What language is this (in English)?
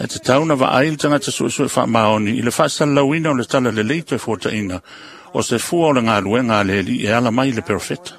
Samoan